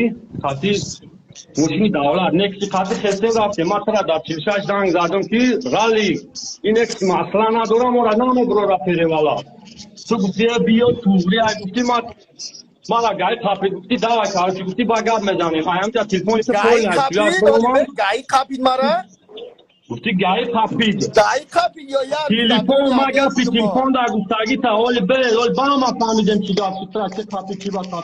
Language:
Tajik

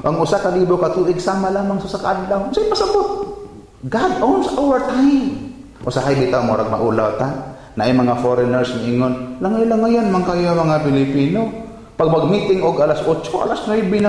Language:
Cebuano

